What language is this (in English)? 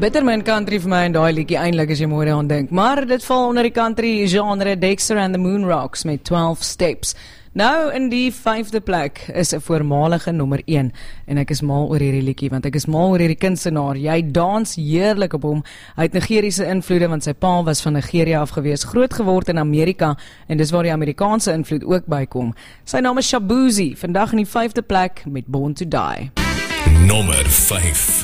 Afrikaans